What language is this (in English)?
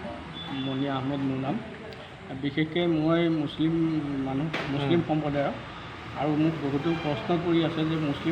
Assamese